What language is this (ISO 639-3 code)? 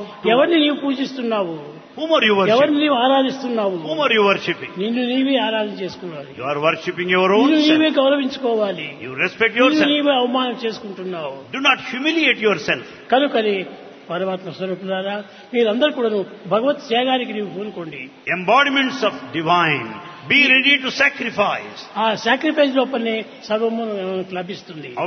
tel